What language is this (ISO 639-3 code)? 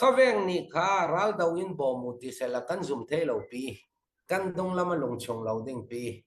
cnh